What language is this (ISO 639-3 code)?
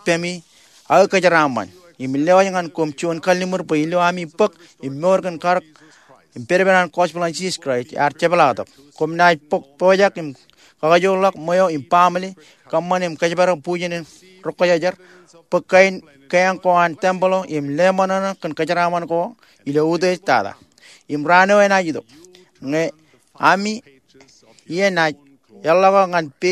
mah